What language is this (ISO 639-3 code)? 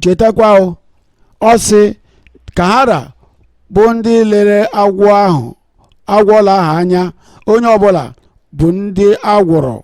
ibo